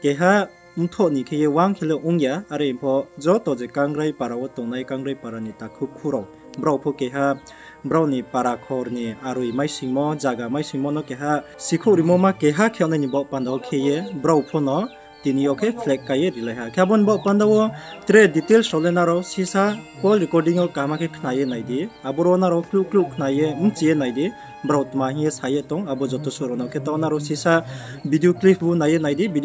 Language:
Riang (India)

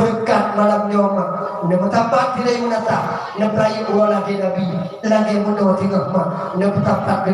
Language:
Achinese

